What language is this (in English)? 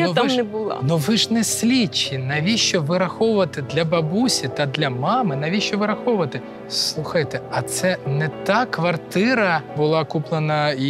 Ukrainian